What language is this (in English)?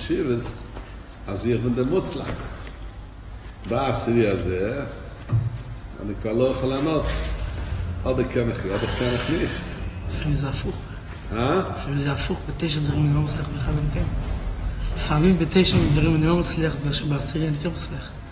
Hebrew